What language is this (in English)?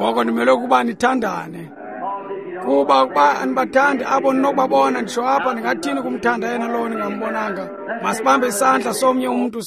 Xhosa